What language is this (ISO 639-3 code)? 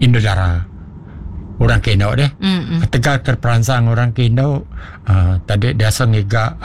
iba